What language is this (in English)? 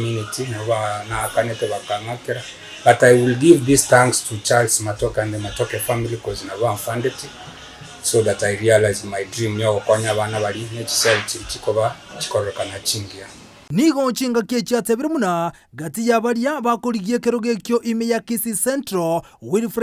Gusii